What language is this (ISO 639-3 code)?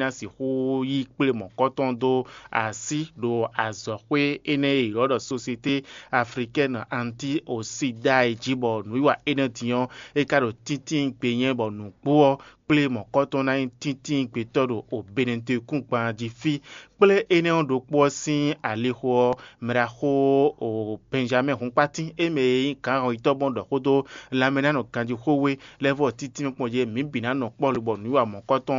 fon